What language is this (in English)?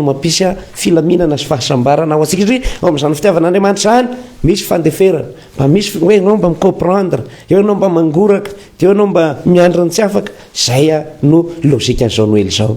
Malagasy